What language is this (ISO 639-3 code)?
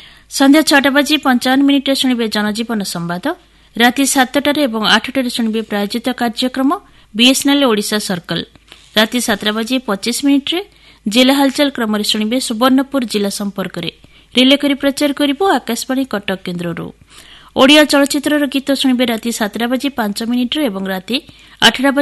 ori